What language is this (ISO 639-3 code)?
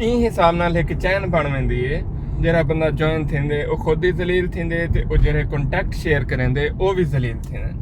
skr